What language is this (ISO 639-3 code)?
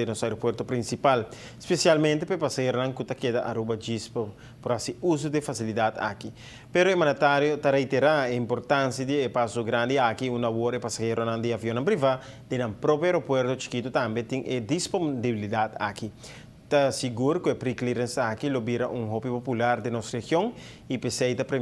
pap